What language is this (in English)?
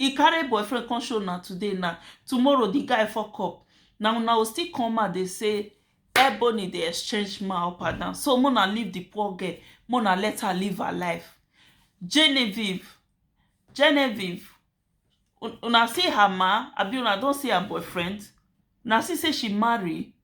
Nigerian Pidgin